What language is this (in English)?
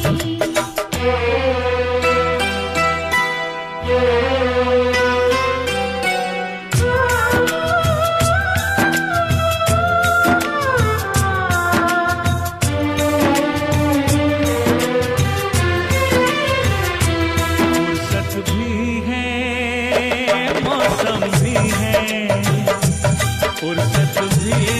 Hindi